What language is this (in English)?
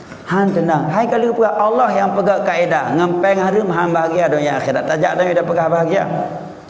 Achinese